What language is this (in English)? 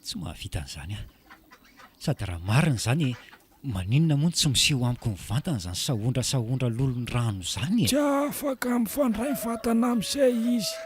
Malagasy